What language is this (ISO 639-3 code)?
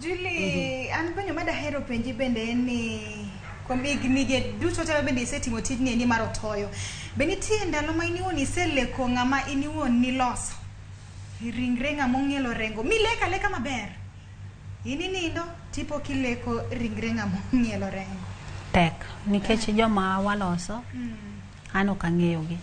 luo